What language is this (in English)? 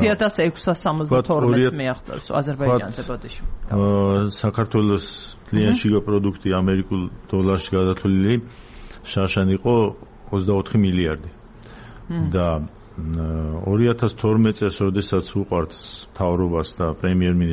Georgian